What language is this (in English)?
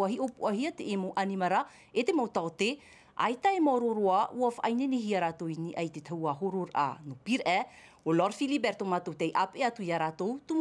Tahitian